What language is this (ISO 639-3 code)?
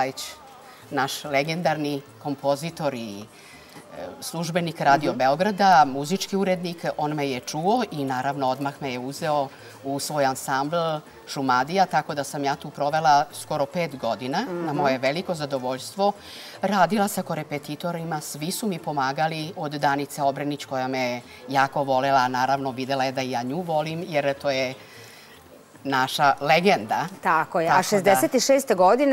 srp